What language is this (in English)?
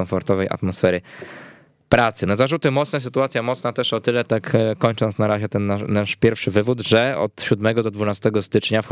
Polish